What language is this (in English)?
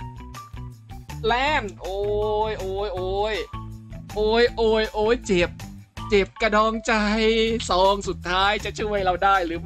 Thai